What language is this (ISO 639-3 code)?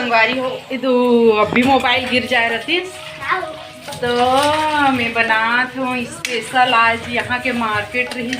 hne